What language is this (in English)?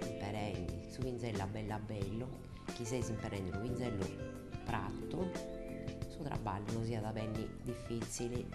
Sardinian